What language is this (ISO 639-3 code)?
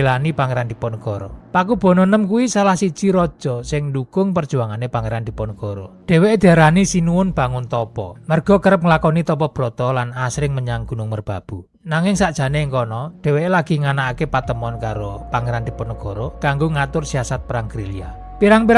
jav